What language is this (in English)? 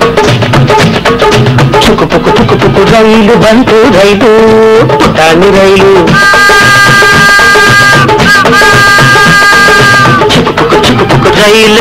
Kannada